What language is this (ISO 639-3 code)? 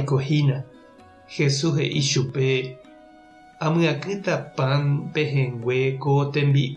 grn